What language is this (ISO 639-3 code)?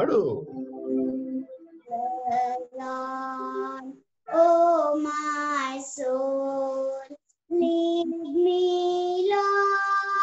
tel